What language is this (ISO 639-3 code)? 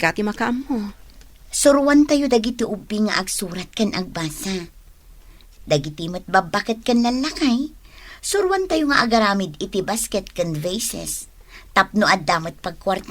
ilo